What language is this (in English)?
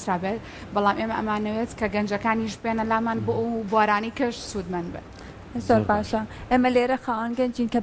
Central Kurdish